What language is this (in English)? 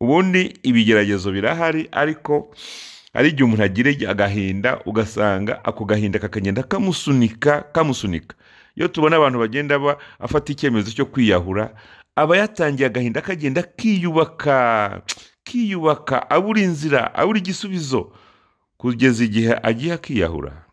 Kinyarwanda